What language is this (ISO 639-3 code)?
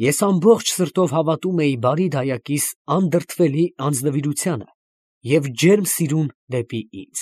hye